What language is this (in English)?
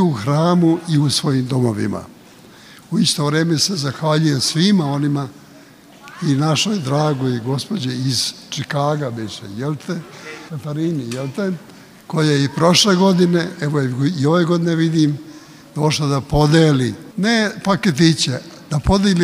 Serbian